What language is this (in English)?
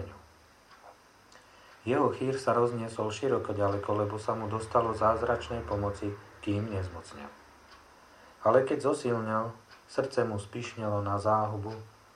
Slovak